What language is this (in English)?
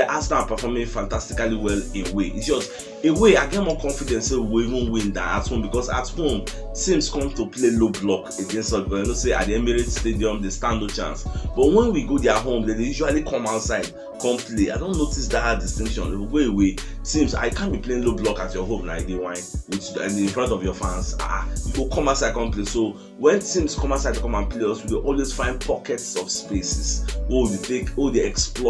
Nigerian Pidgin